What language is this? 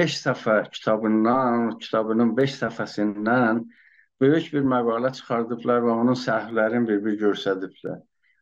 South Azerbaijani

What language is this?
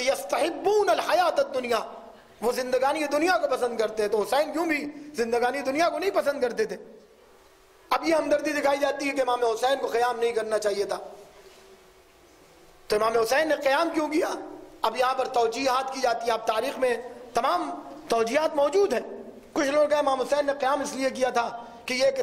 Urdu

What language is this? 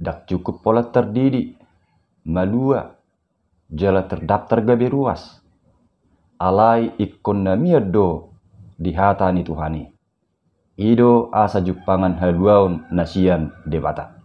Batak Toba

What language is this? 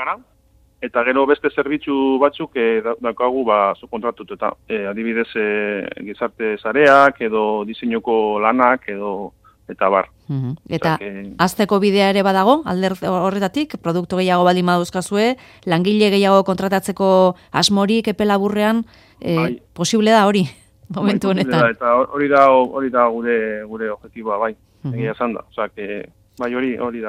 Basque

